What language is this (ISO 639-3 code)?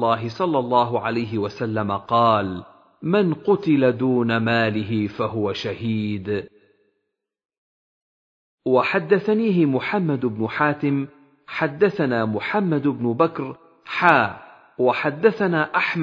ara